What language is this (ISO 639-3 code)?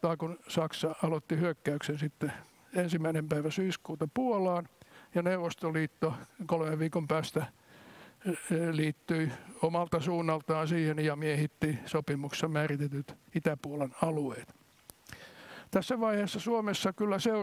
fin